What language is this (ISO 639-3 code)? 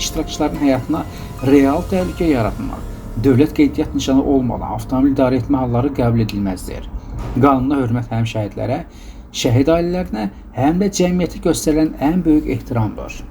aze